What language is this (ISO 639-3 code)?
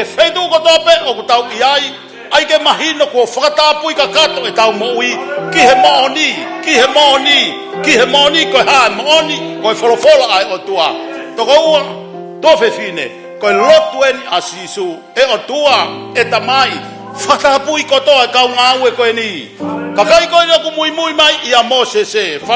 ton